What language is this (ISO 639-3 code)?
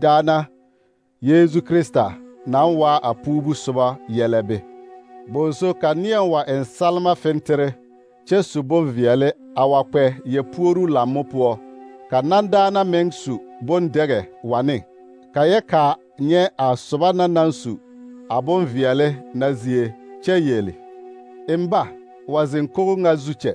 dga